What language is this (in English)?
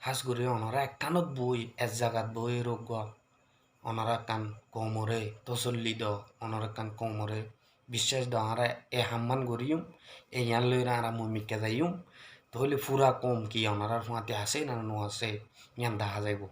Rohingya